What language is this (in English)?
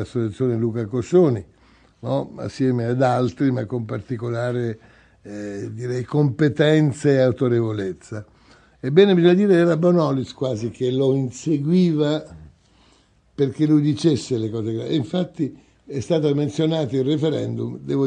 Italian